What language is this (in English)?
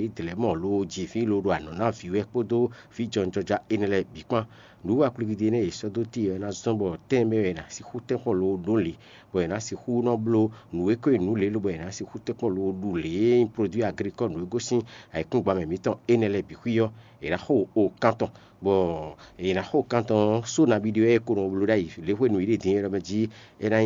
Fon